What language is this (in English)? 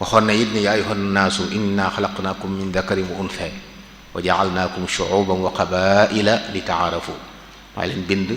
Wolof